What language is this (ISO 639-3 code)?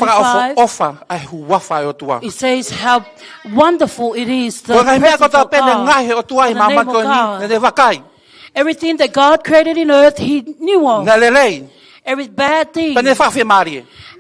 ton